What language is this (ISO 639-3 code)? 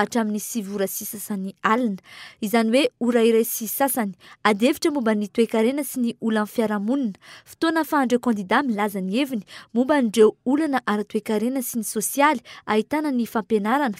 mlg